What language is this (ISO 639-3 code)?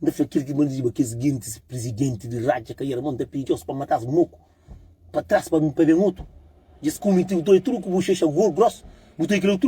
kea